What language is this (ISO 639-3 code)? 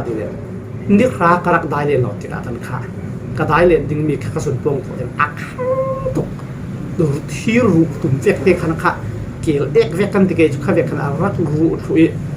cfm